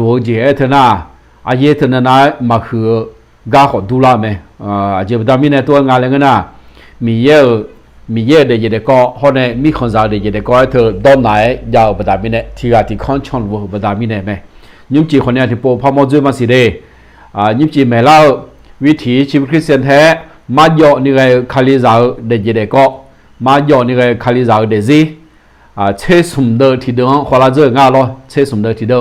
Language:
Akha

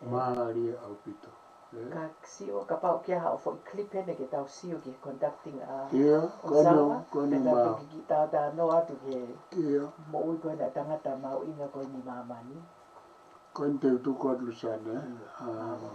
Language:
Tongan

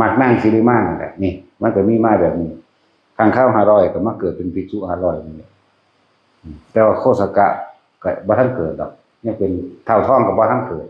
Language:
Northeastern Thai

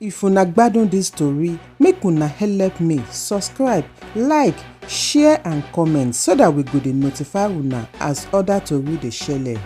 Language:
Nigerian Pidgin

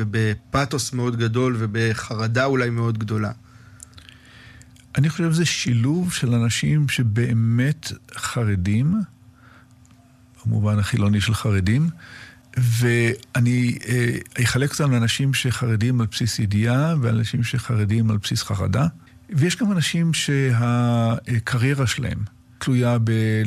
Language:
Hebrew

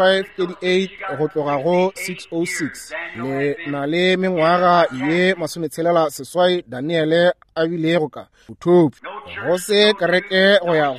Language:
Northern Sotho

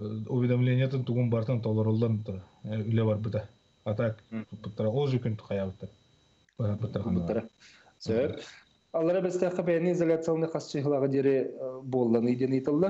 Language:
Yakut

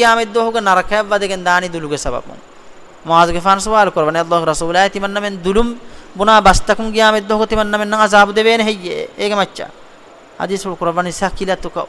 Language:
Divehi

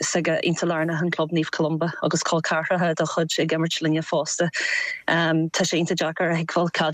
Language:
Irish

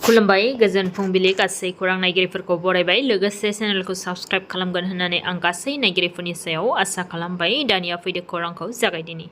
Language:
Bodo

